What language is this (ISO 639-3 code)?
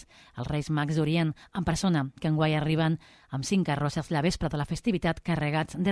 cat